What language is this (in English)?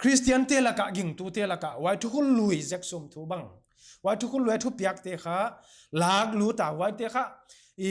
Paite Chin